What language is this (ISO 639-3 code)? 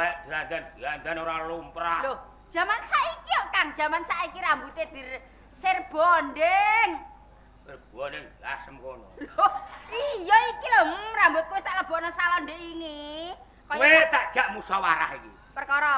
jav